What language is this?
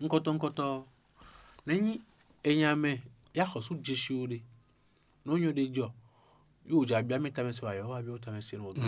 Fon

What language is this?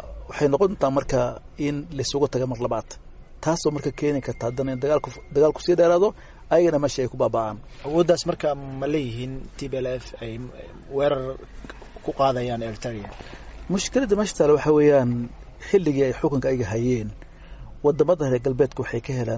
Somali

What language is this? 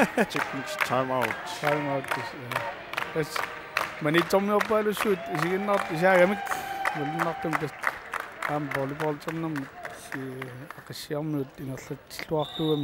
Kalaallisut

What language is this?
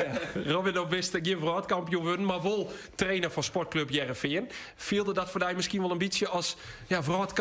Western Frisian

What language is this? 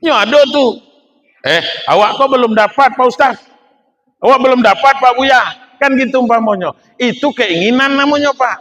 Minangkabau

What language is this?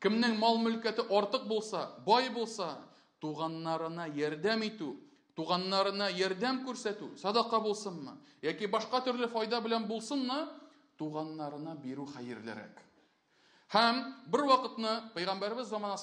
Tatar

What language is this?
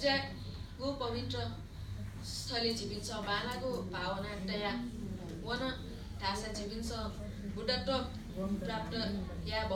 Newari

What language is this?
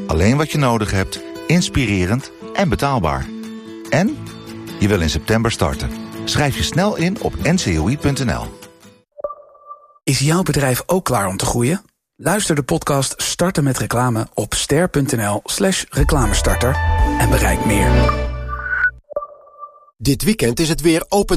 Dutch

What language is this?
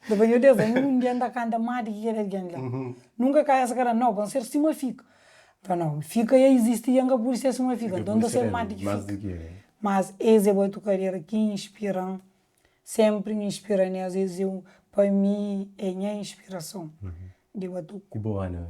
Kabuverdianu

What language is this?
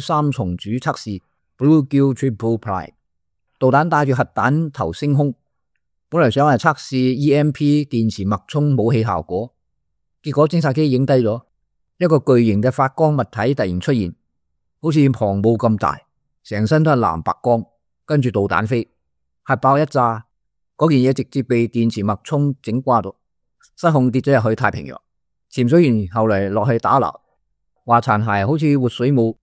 Cantonese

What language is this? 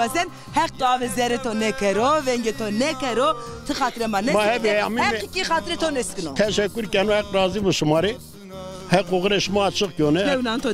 Zaza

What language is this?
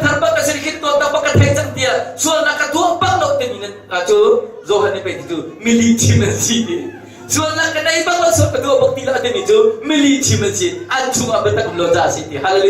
Hakha Chin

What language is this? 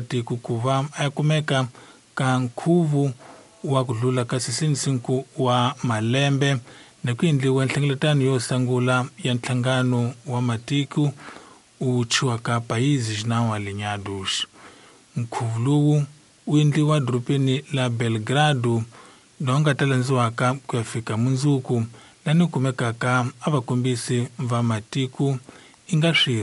Tsonga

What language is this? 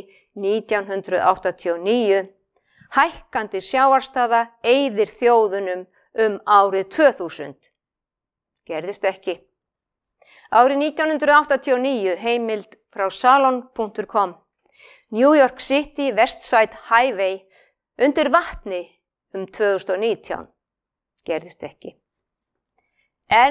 Icelandic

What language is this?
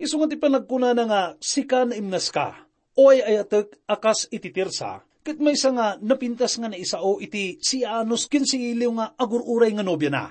Iloko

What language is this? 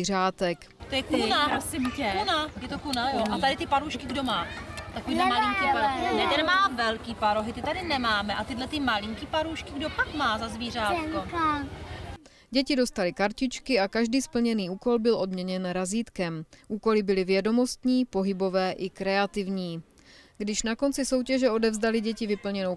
Czech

